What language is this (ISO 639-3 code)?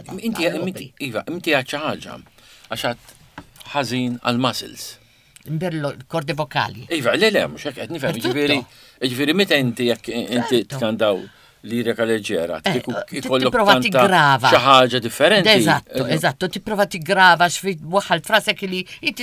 mlt